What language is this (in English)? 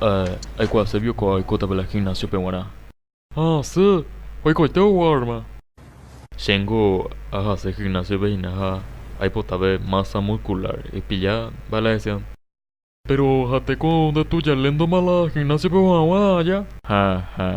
Guarani